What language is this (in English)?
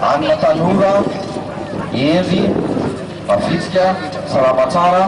Malagasy